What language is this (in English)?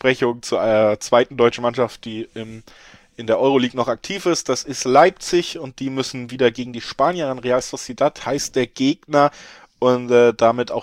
German